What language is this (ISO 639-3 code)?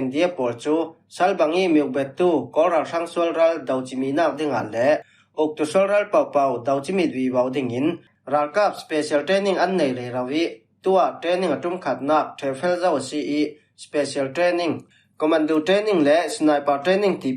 cfm